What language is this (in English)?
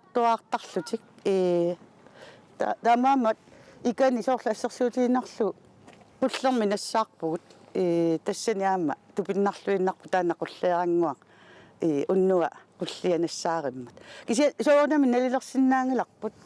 Kalaallisut